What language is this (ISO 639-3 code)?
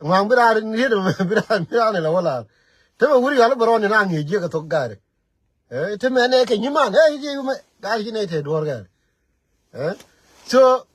nus